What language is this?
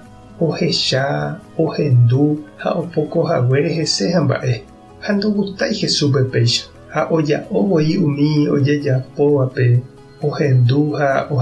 Guarani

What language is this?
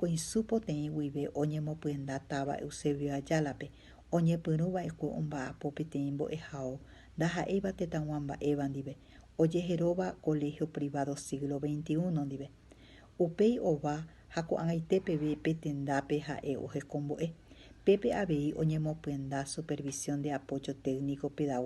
Guarani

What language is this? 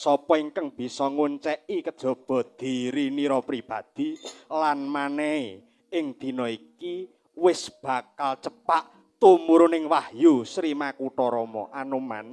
Javanese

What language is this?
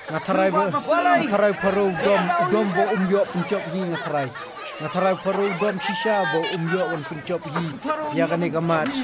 Khasi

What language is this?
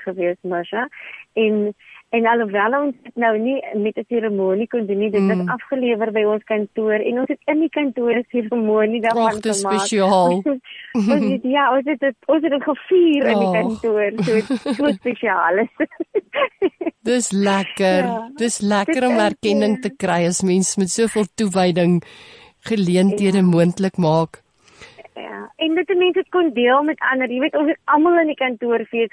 Afrikaans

